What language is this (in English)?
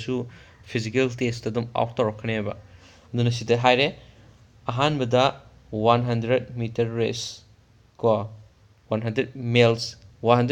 Manipuri